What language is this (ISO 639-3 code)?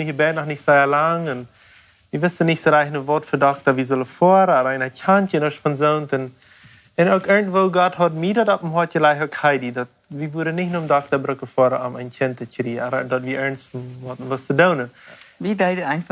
pdt